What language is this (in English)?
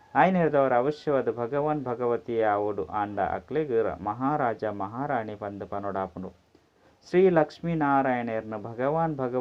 Tulu